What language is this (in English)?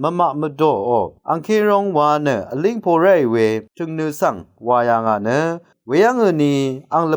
Rawang